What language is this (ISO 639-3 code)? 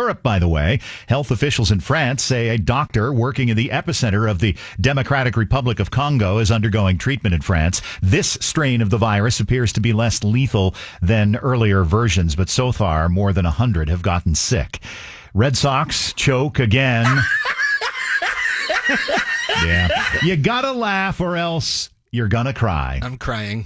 eng